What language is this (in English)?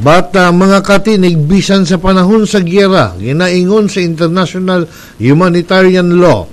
Cebuano